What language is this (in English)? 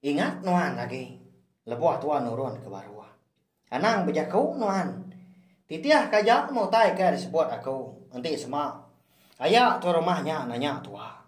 Iban